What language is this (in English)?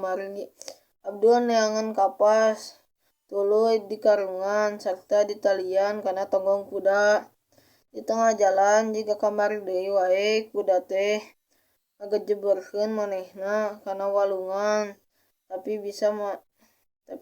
Sundanese